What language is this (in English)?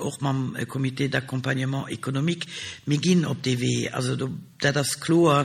Luxembourgish